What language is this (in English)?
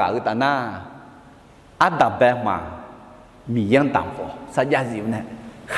Akha